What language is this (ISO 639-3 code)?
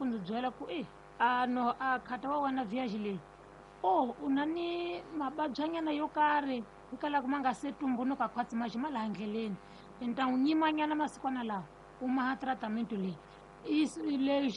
tso